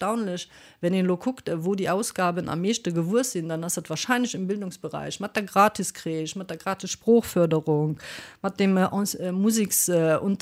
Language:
Luxembourgish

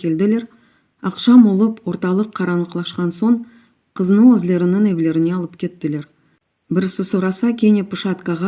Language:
Crimean Tatar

